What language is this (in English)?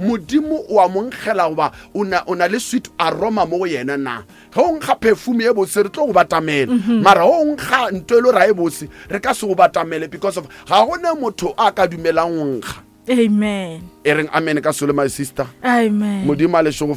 Northern Sotho